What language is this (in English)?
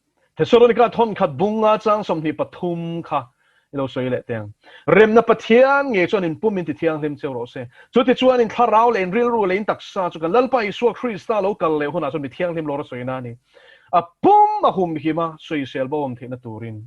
Mizo